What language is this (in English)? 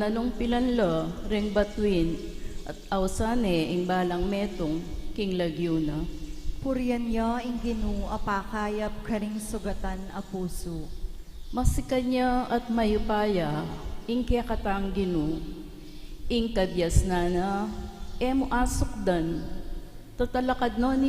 Pampanga